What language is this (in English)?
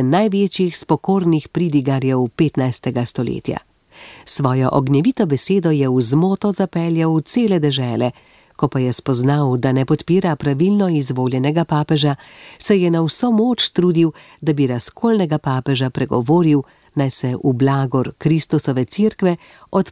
Slovenian